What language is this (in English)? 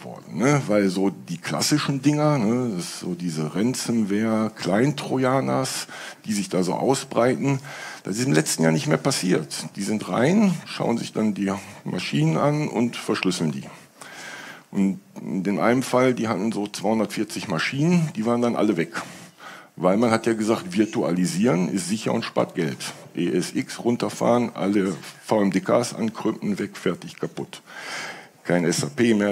German